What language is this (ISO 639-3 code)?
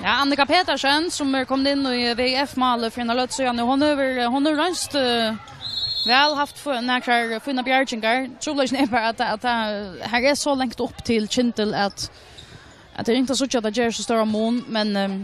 fao